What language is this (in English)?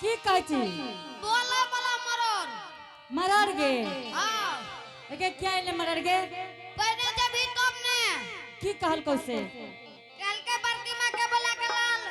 Angika